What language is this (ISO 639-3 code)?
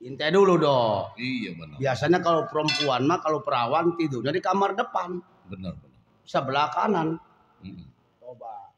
bew